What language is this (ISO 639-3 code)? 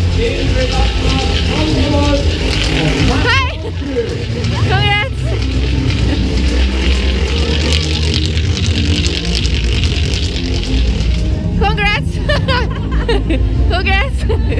nor